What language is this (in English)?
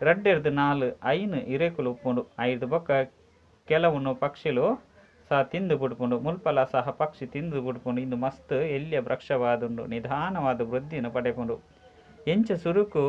Tulu